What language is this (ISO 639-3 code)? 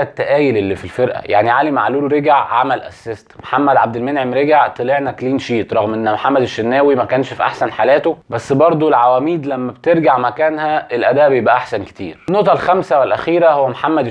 arz